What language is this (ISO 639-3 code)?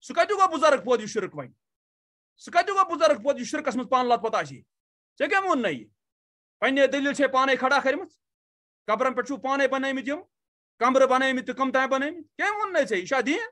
kas